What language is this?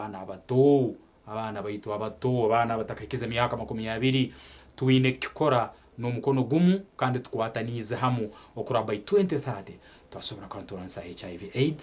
Nyankole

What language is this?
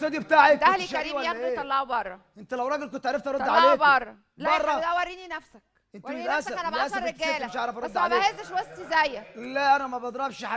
Egyptian Arabic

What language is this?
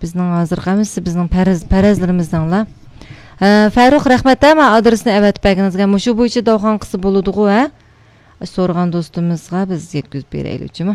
Uyghur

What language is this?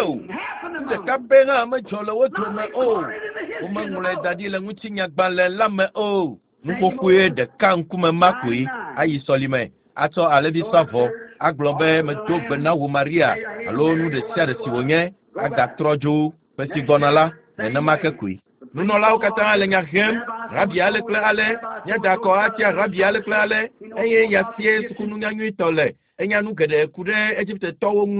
Ewe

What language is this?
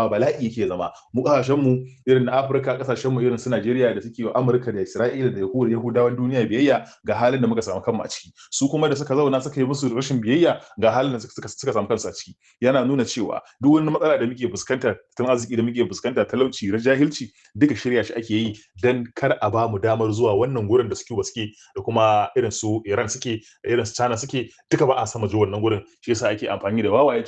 Hausa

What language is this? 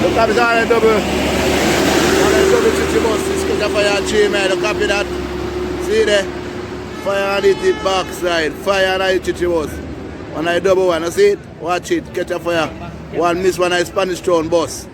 Jamaican Creole English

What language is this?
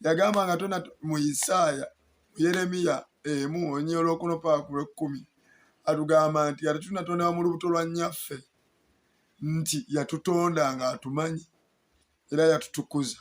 Ganda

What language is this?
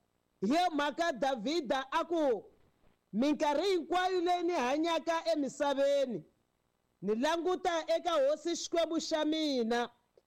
Tsonga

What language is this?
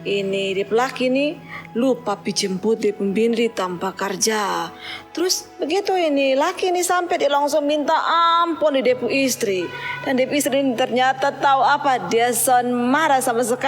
Kupang Malay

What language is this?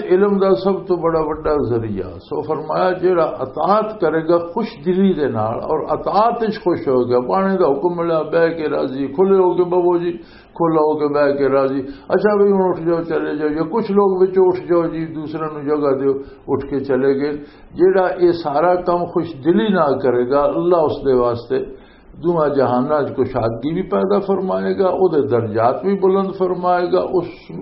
Western Panjabi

